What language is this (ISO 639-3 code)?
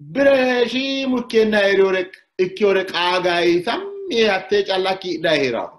sid